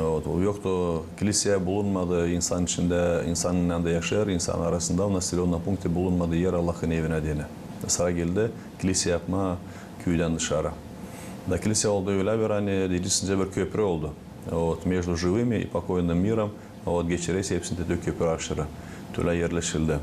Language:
Gagauz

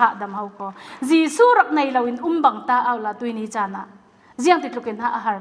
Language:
Falam Chin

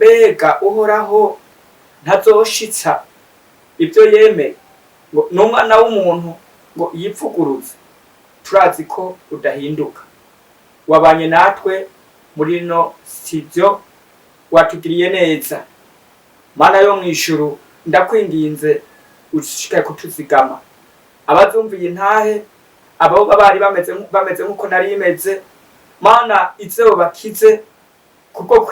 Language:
Rundi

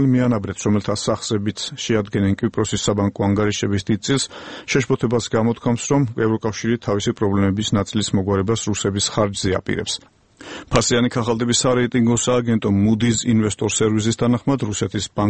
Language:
Georgian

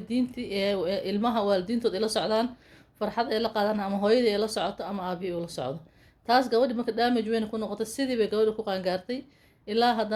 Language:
Somali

